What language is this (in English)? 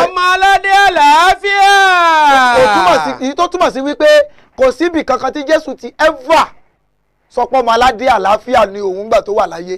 Yoruba